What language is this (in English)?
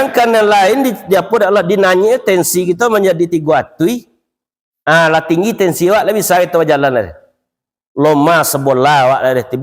Minangkabau